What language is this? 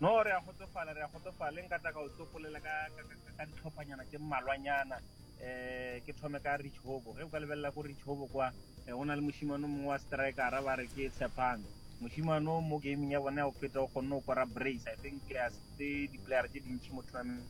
Northern Sotho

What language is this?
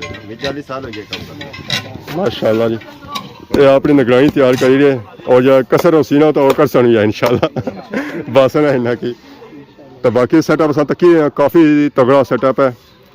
Pahari-Potwari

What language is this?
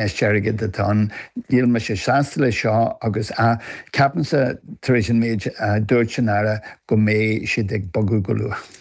Irish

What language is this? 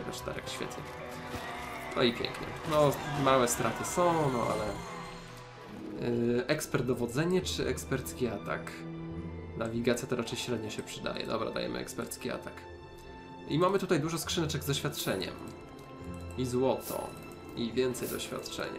Polish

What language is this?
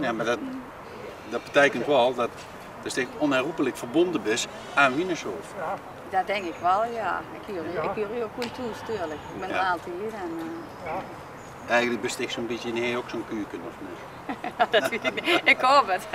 Limburgish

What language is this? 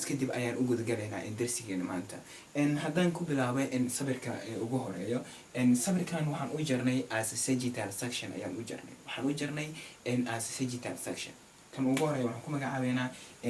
Somali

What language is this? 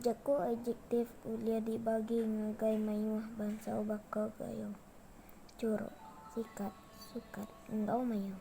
Iban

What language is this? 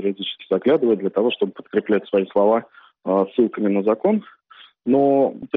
Russian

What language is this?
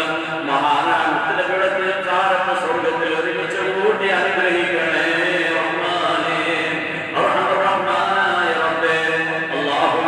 Malayalam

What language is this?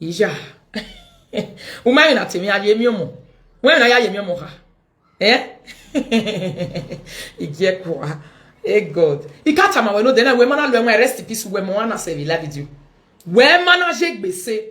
Nigerian Pidgin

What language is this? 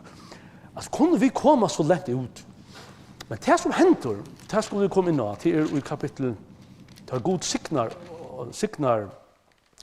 Faroese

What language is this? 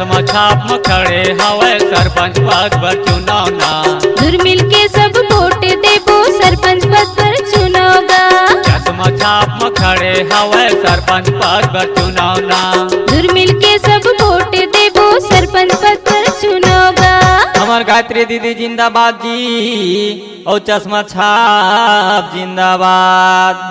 Chhattisgarhi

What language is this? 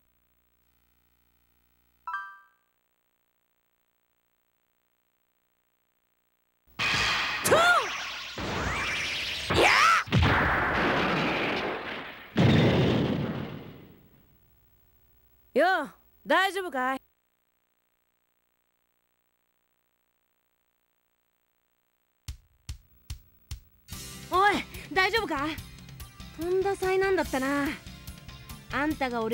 Japanese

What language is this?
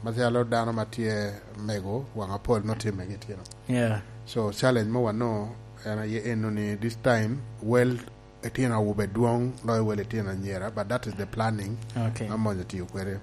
Lango (Uganda)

